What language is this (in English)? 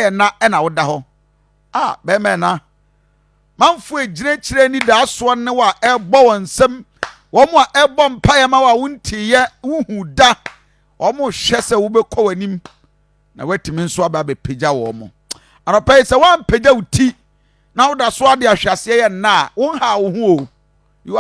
Akan